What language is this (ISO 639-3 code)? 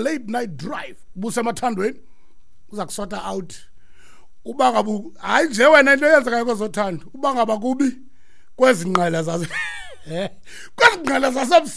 xho